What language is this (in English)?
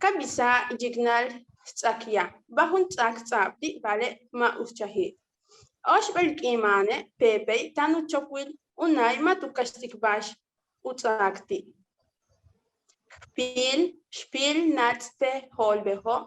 Yucateco